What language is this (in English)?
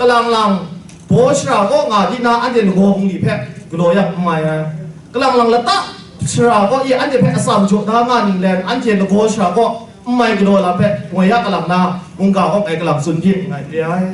Kachin